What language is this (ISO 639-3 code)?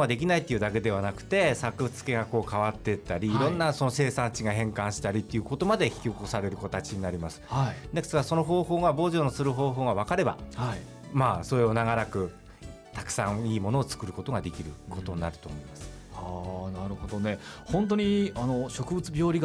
jpn